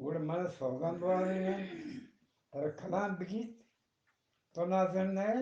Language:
Eastern Balochi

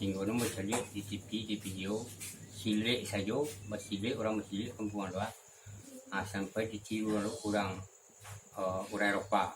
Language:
Minangkabau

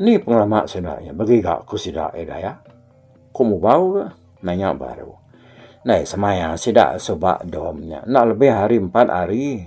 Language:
Iban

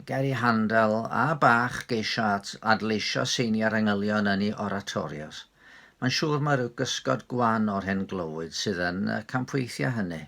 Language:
Welsh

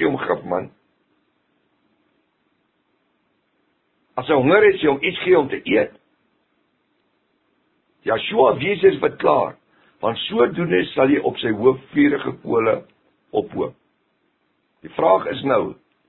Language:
Afrikaans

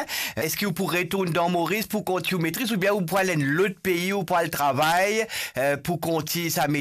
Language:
Morisyen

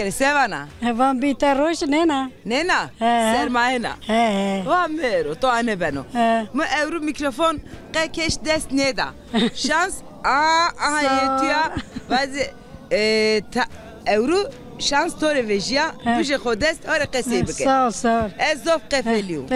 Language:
Zaza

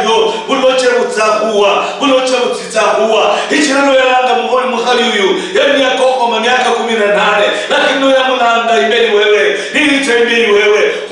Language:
Luyia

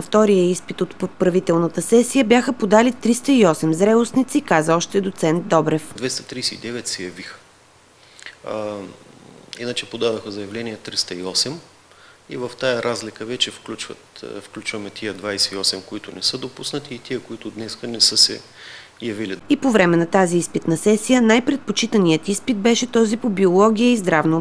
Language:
Bulgarian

